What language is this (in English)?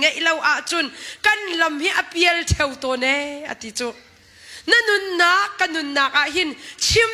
Hakha Chin